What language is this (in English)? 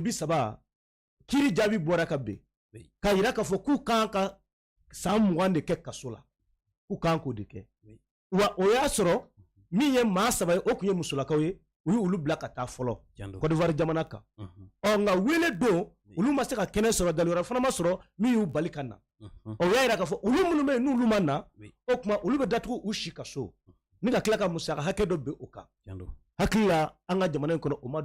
Bambara